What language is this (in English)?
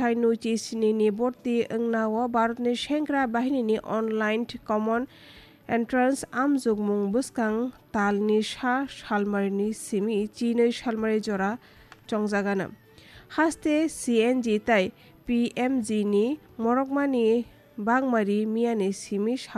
Kok Borok